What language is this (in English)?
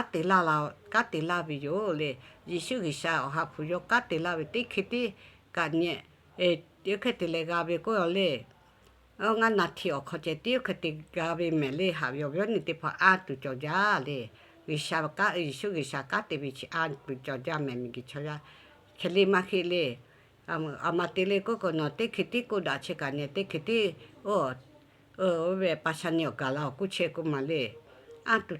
Lahu